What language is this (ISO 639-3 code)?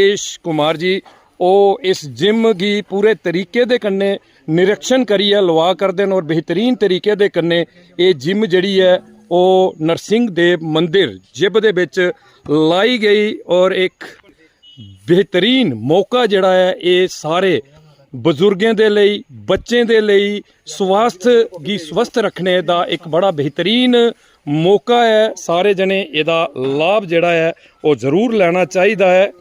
doi